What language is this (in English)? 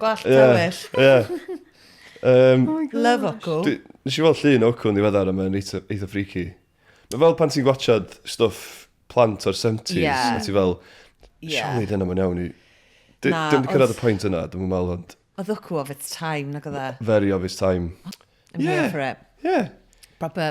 Welsh